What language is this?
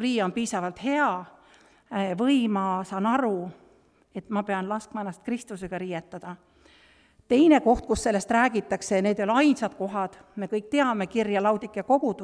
Estonian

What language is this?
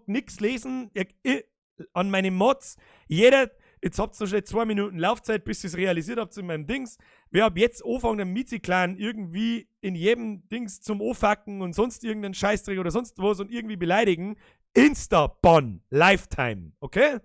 Bavarian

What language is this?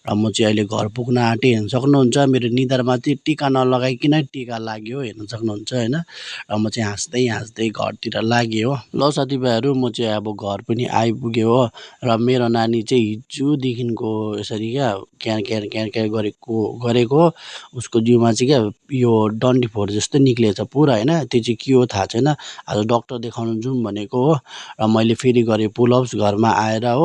Nepali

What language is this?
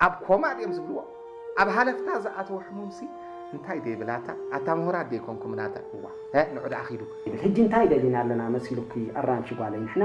Tigrinya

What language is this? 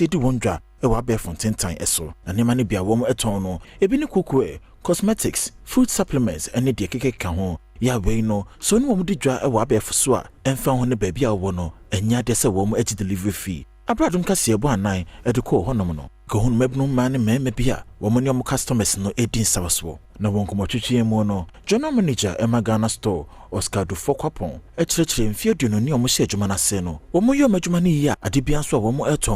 Akan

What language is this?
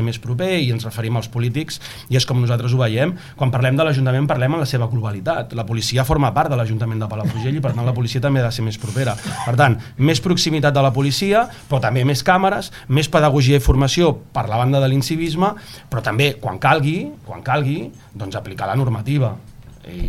Catalan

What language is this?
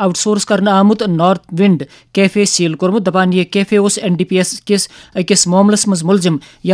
Kashmiri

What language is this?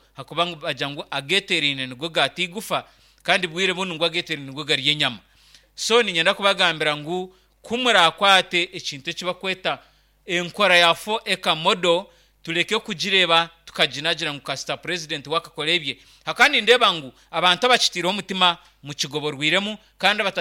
Nyankole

